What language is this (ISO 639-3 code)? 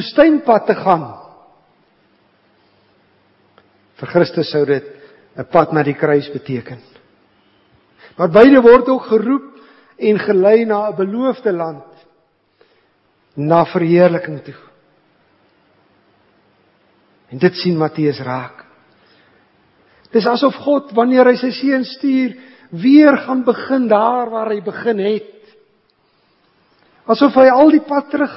afr